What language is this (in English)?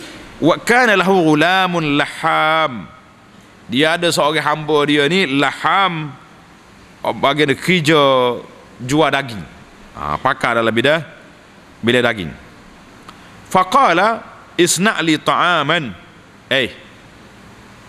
Malay